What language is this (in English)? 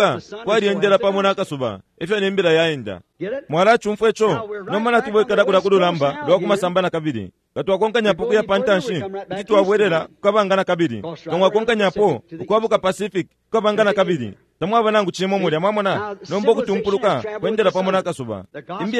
Bemba